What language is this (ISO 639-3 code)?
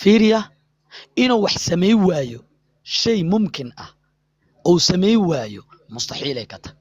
som